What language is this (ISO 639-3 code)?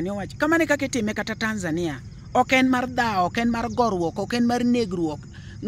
luo